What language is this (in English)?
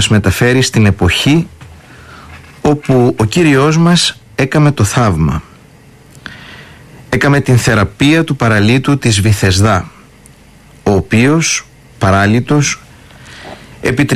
Greek